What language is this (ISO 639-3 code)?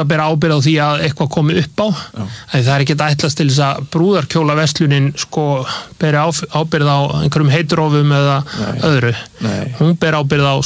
isl